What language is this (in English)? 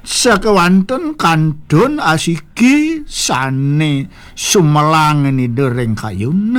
Balinese